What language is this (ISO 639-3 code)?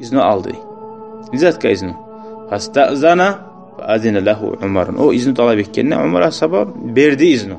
kum